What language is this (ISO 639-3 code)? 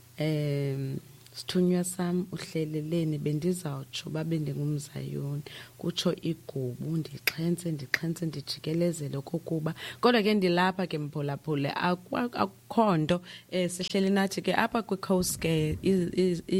xho